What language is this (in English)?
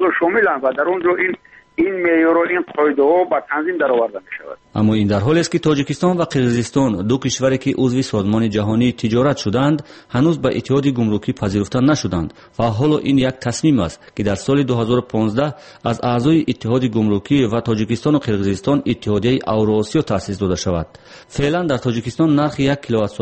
Tajik